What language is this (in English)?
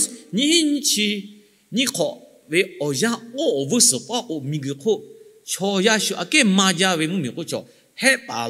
Lahu